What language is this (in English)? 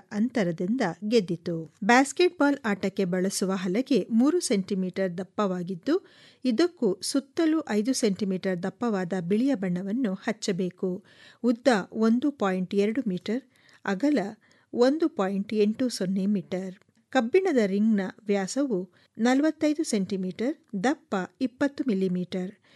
Kannada